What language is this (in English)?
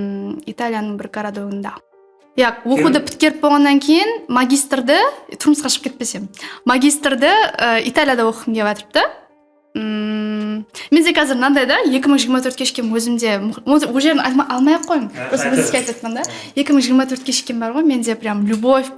Kara-Kalpak